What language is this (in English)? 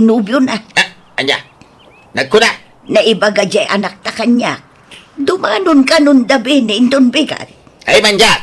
Iloko